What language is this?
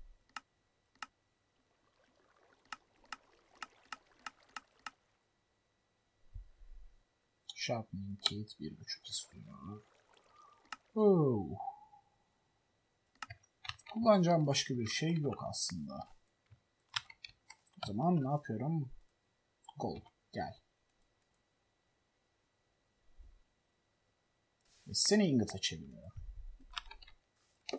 Turkish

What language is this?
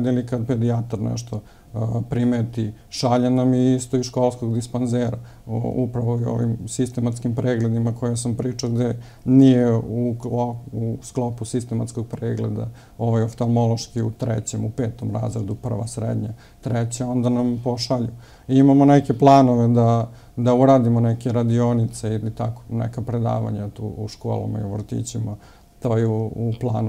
Serbian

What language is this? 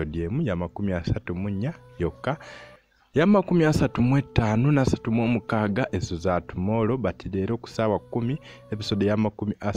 Ganda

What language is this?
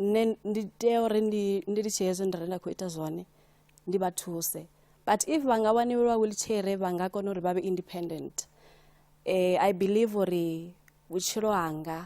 Venda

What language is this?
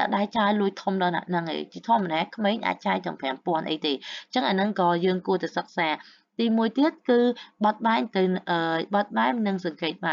Khmer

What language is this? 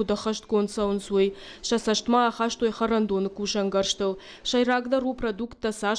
Ossetic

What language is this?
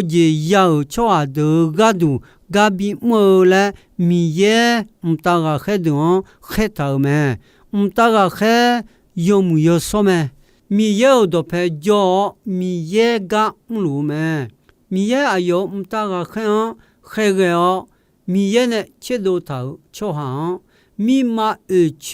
Akha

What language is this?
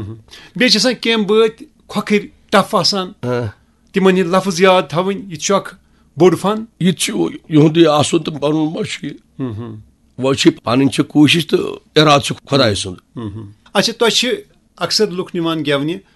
Kashmiri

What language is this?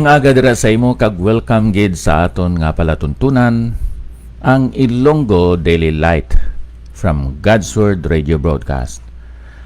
Hiligaynon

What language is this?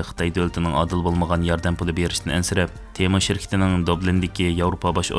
Uyghur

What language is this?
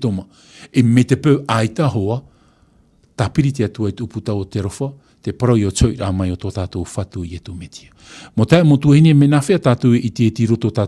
Tahitian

